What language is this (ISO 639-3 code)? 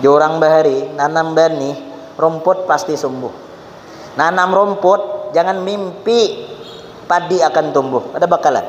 bjn